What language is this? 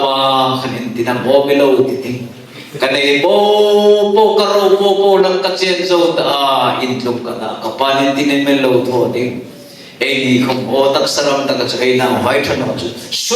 Hmar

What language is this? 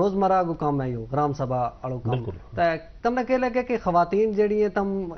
Gujari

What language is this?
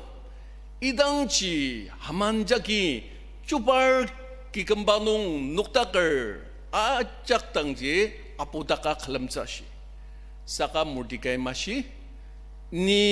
Ao Naga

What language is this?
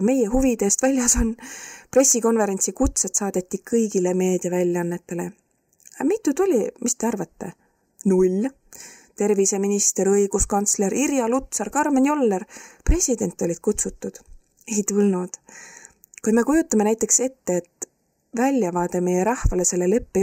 Estonian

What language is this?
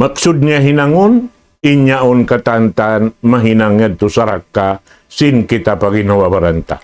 Tausug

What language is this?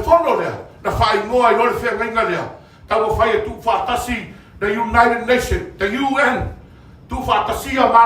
Samoan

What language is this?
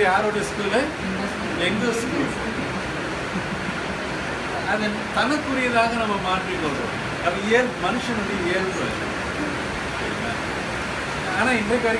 Tamil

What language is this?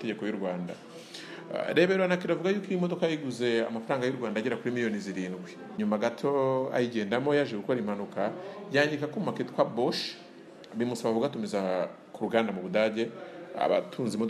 Kinyarwanda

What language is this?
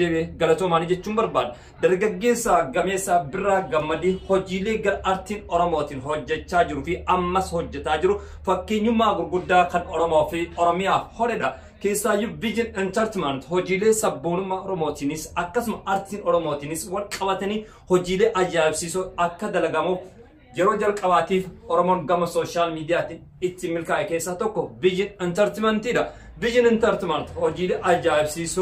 Oromo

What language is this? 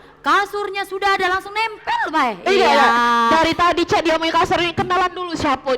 Musi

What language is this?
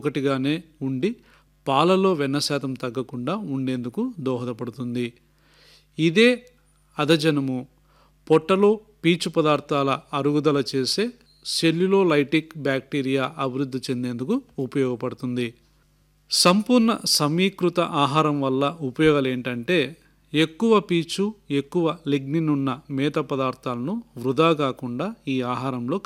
Telugu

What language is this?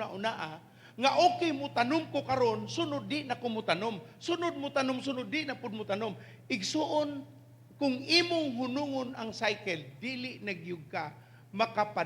Cebuano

